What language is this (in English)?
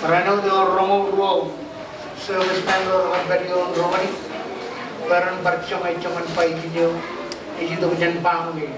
Marshallese